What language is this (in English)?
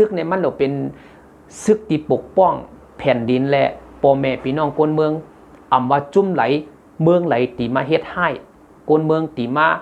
Shan